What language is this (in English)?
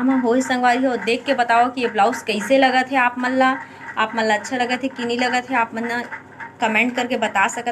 Chhattisgarhi